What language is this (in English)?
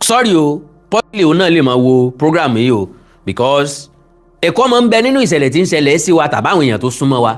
Yoruba